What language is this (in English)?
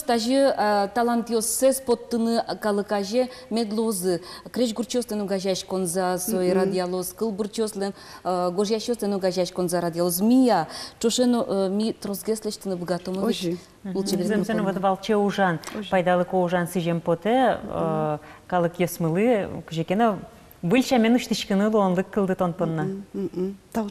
Udmurt